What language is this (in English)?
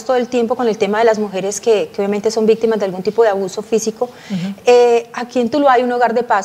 Spanish